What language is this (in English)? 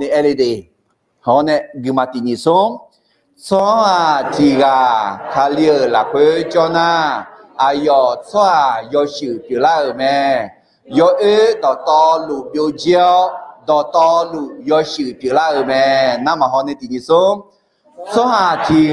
Akha